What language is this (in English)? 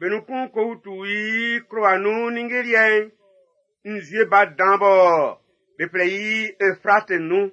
Baoulé